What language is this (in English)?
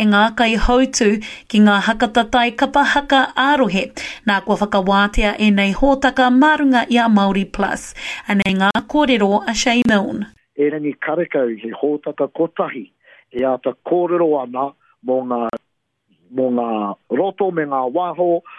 Māori